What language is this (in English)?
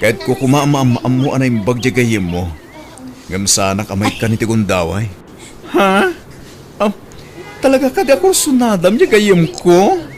Iloko